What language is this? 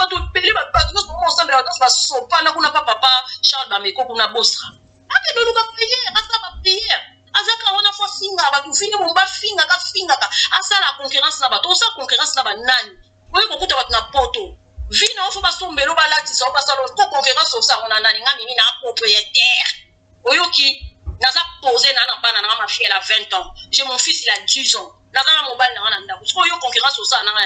Lingala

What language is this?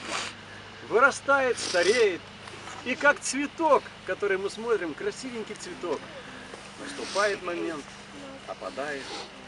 Russian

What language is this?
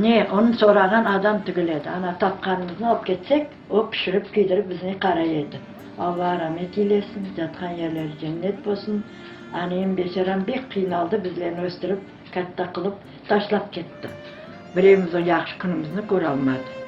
Crimean Tatar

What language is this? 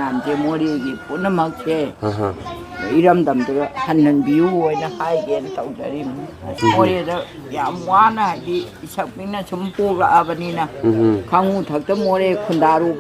Manipuri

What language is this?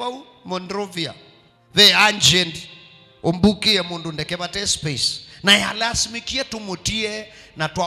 Kamba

